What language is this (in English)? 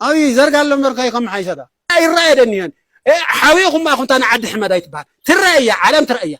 Tigrinya